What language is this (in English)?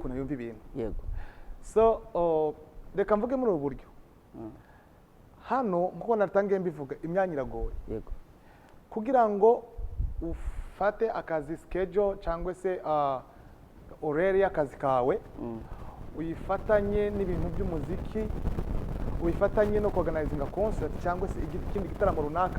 Kinyarwanda